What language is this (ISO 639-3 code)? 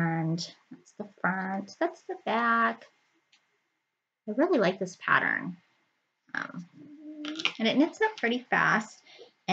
eng